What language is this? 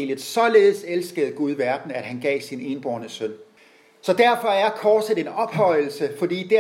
Danish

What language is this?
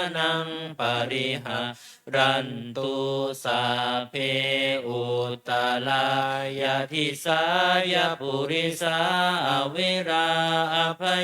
Pali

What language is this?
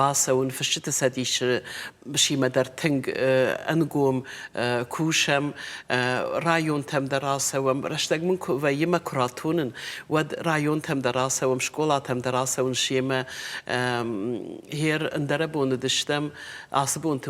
Ossetic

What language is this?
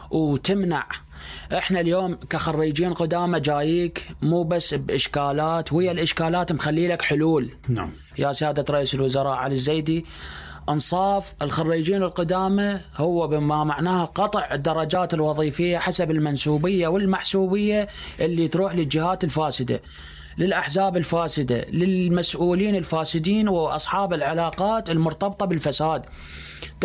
Mesopotamian Arabic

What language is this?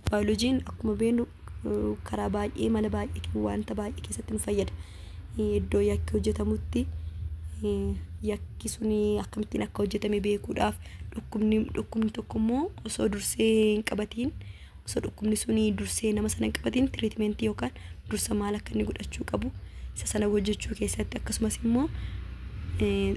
Oromo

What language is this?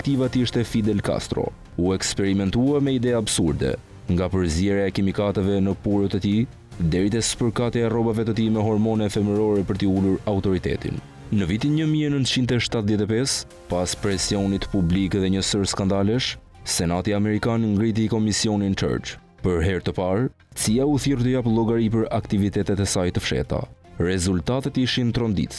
Albanian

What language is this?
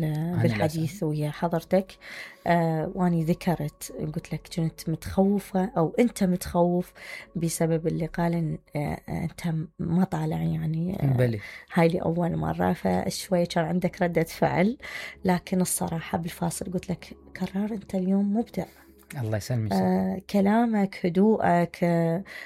Mesopotamian Arabic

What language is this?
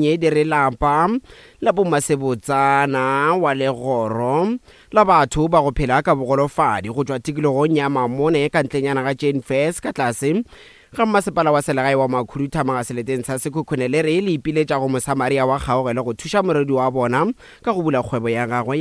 Northern Sotho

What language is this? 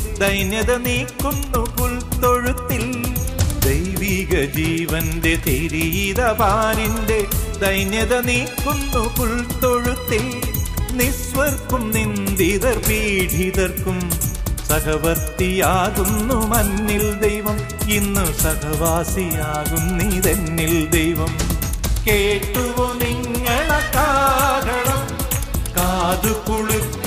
Malayalam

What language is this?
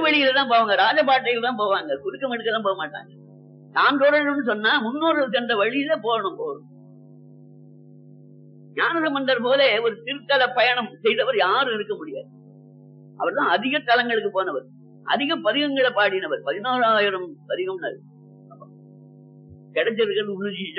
Tamil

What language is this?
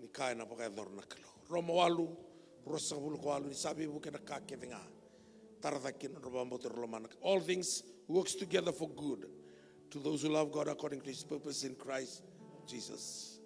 Fijian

